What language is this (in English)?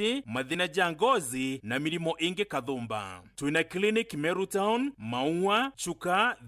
Meru